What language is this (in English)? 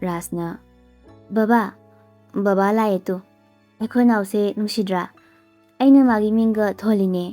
Manipuri